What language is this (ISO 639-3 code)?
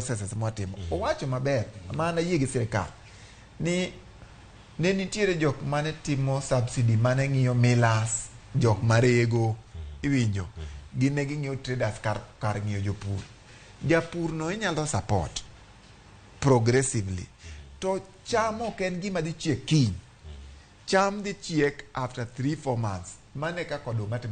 luo